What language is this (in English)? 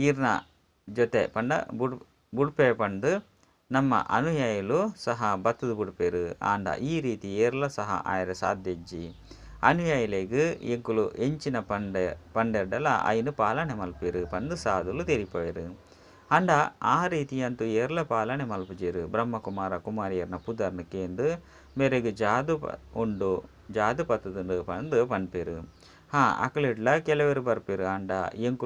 Tulu